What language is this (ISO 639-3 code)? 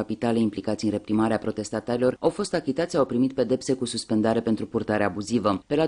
ron